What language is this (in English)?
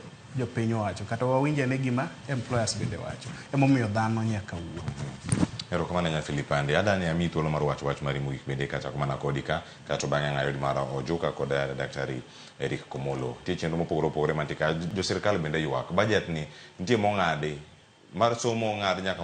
Luo (Kenya and Tanzania)